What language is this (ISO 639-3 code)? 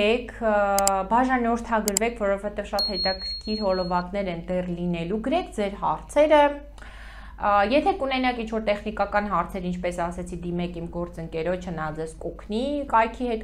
hye